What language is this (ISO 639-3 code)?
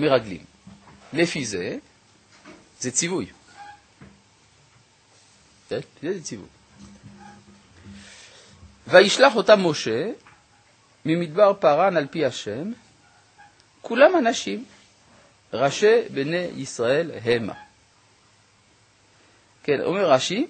heb